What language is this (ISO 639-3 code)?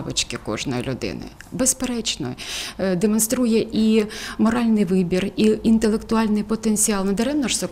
ukr